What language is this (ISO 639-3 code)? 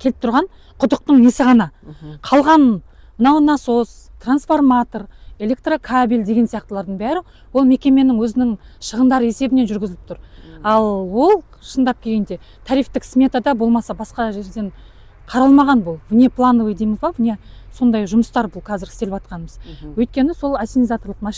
kaz